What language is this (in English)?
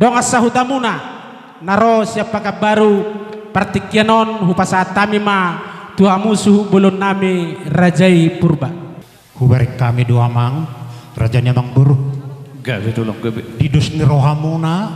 Batak Toba